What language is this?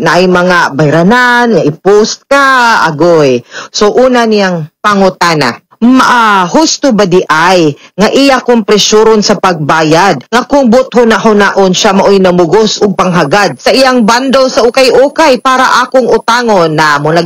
Cebuano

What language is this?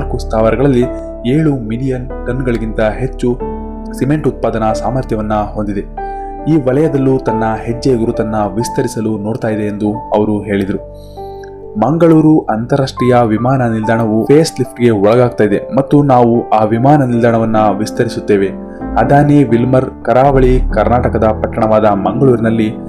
Kannada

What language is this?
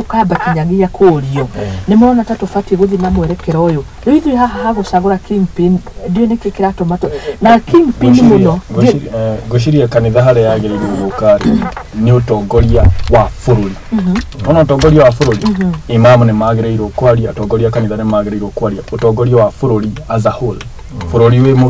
Kikuyu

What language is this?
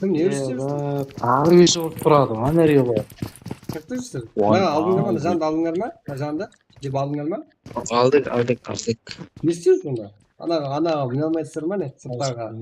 Kara-Kalpak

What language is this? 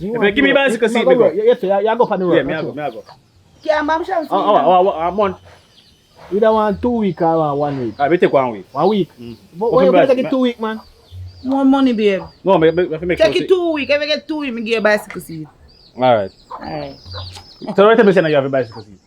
Jamaican Creole English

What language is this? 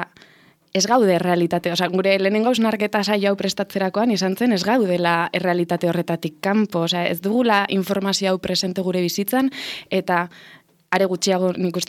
Basque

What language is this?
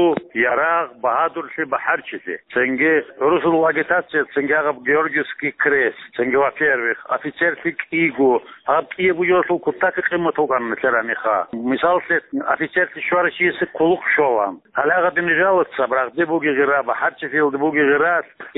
Avaric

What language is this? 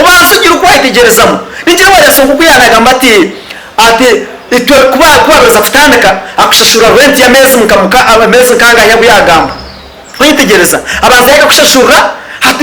Nyankole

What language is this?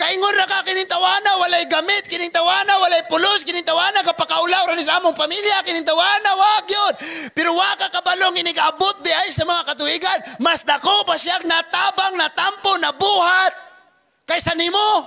Cebuano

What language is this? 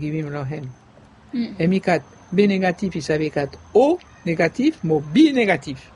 Bislama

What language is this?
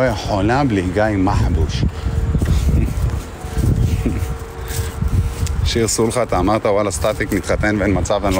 Hebrew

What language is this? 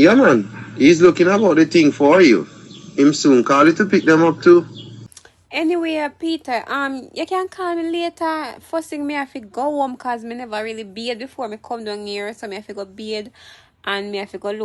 Jamaican Creole English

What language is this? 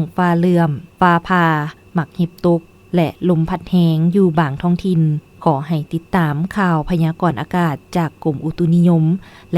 Lao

